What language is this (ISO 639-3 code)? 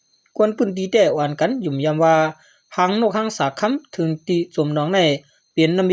shn